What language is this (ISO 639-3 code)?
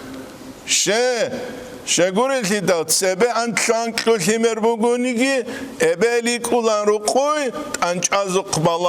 ava